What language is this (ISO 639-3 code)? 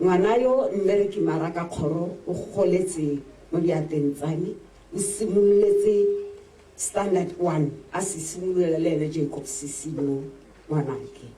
tsn